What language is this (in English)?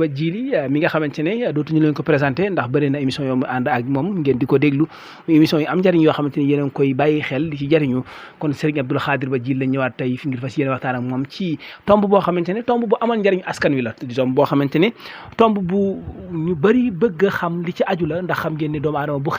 Wolof